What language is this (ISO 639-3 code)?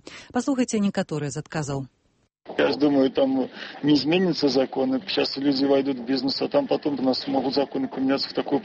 bel